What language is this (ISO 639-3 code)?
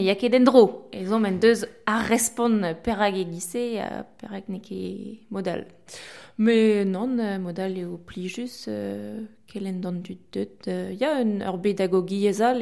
bre